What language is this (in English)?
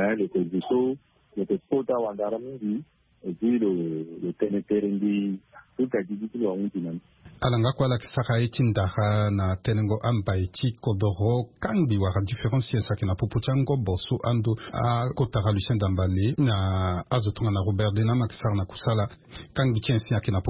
Sango